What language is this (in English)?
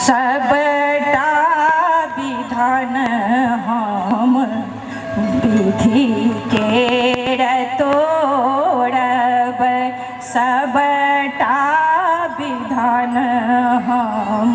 Maithili